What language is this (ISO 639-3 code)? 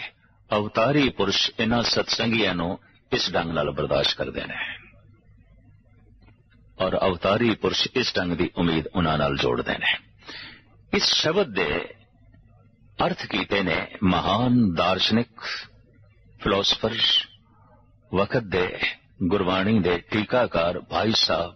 pan